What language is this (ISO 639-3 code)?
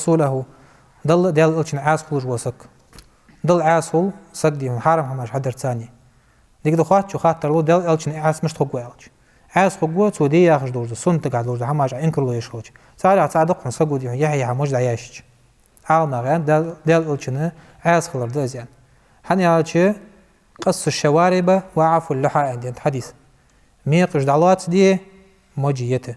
inh